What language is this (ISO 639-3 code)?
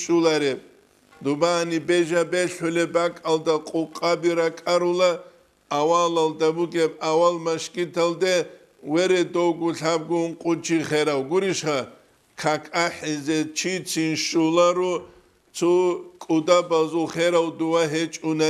ava